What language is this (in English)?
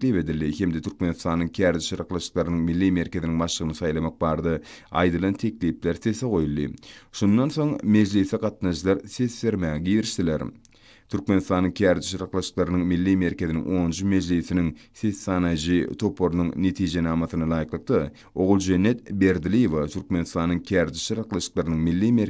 Turkmen